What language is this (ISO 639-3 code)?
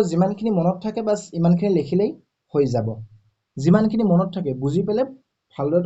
asm